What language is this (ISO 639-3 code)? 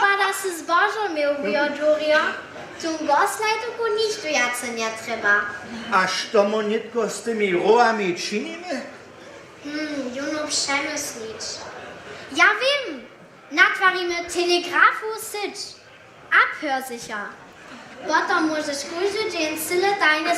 hsb